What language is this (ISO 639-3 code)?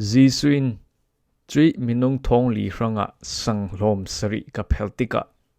cfm